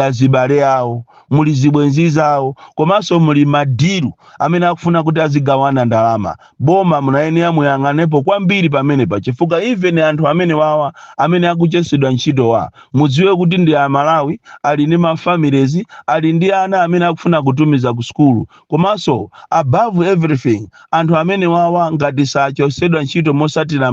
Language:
Nyanja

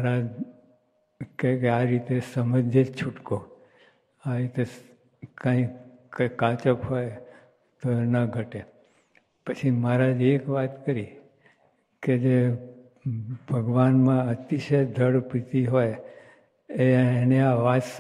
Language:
Gujarati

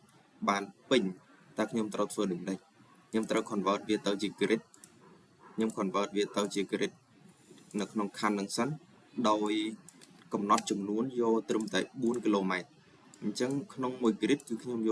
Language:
Khmer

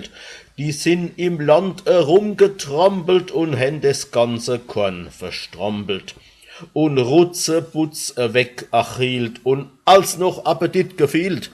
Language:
Palatine German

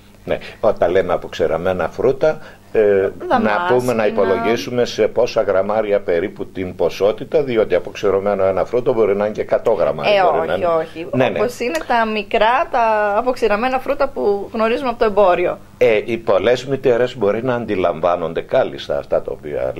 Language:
Greek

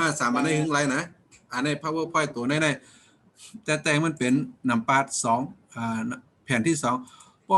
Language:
Shan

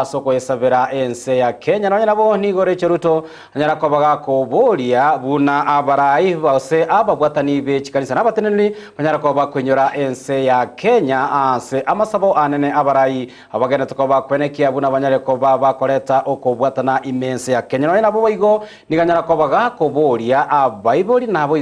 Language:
Gusii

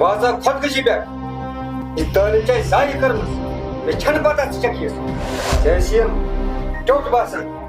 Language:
Kashmiri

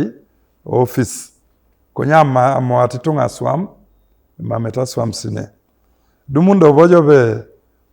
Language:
Teso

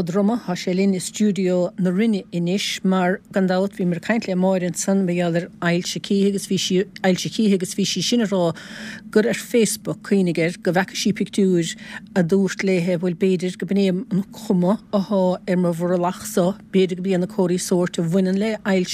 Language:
Irish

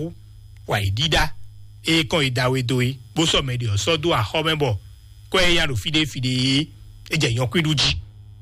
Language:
Fon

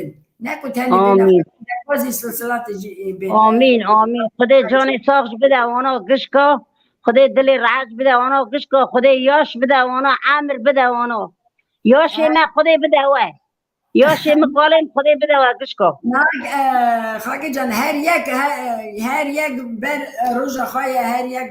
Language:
Kurdish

